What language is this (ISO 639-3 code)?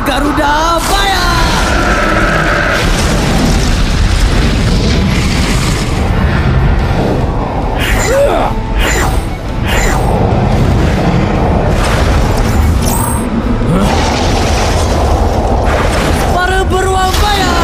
msa